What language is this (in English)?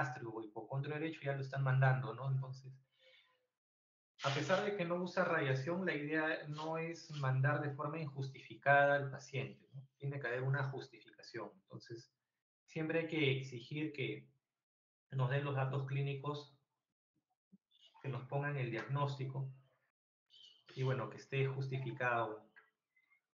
Spanish